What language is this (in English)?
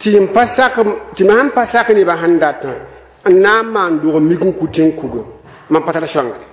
Mossi